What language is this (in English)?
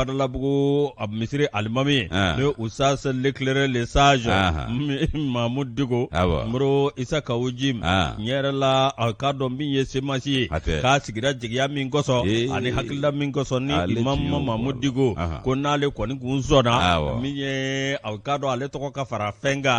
Bambara